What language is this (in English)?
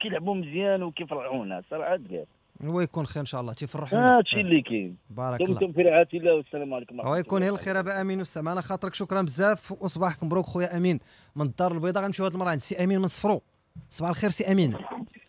Moroccan Arabic